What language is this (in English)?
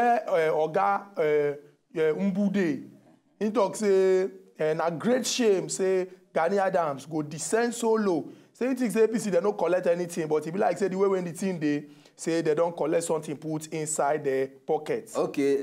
Nigerian Pidgin